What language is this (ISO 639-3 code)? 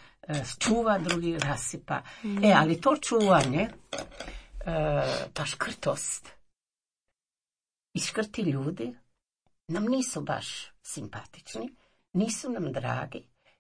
hrv